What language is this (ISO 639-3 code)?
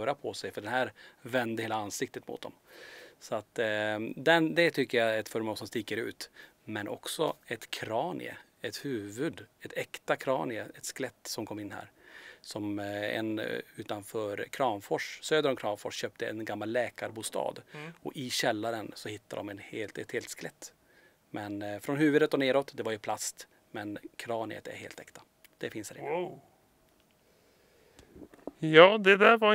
swe